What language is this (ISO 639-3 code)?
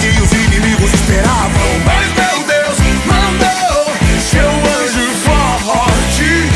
por